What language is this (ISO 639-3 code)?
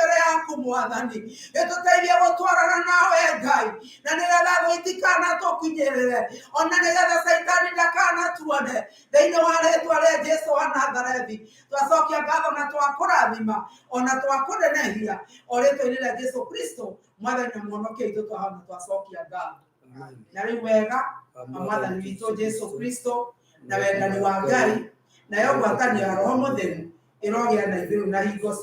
kik